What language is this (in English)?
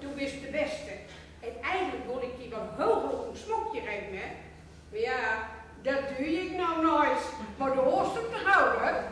Gronings